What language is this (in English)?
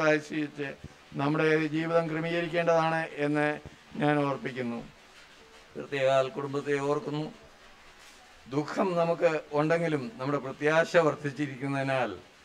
Malayalam